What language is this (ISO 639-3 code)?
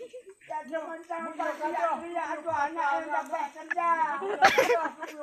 ace